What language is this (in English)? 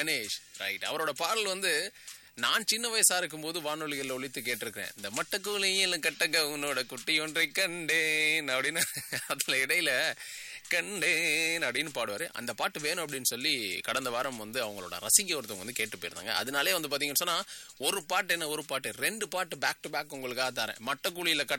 Tamil